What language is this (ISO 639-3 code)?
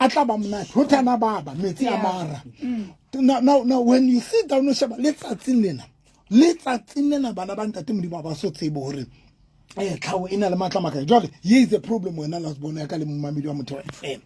sot